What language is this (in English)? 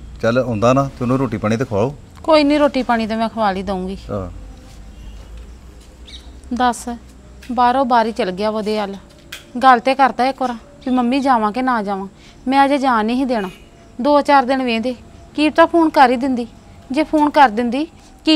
Punjabi